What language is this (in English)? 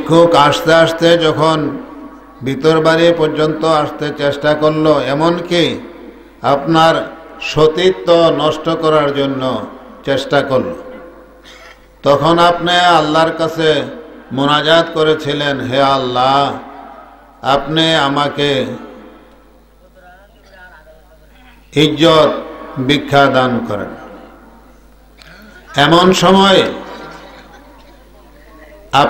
Bangla